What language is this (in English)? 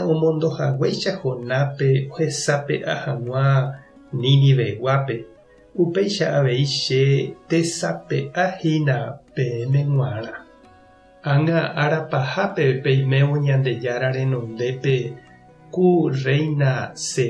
Guarani